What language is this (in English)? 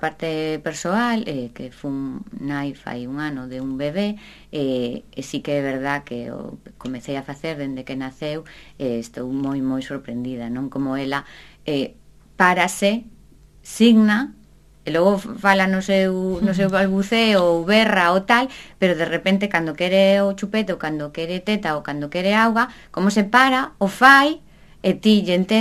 Galician